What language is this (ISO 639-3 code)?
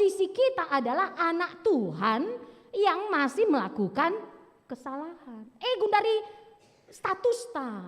btx